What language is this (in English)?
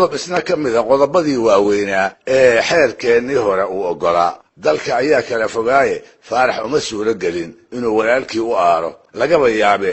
Somali